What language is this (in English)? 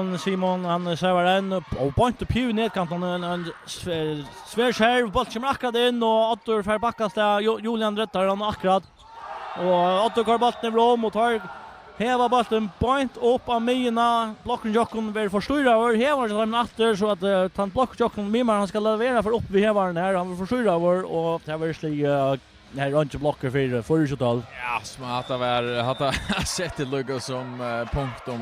Faroese